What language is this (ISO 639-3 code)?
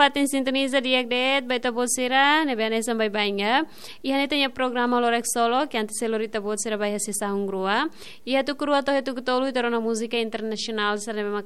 tet